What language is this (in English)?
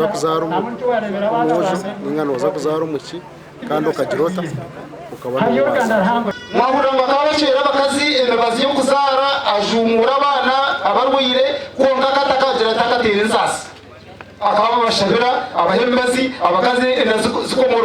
Nyankole